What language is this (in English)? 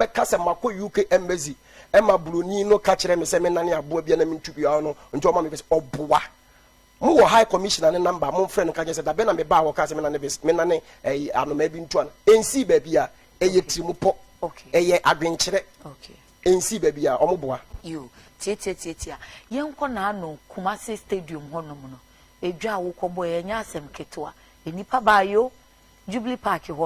Akan